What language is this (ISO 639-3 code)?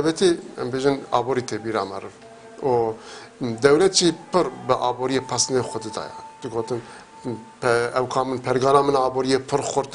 kur